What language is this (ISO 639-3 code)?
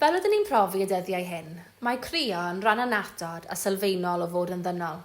cym